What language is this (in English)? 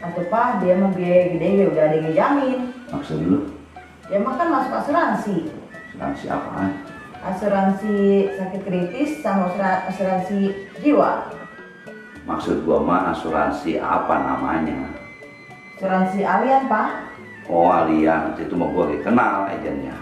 Betawi